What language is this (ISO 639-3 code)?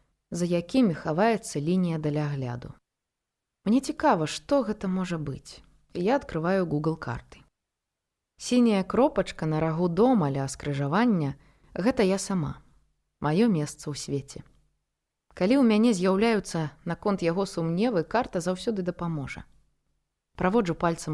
bel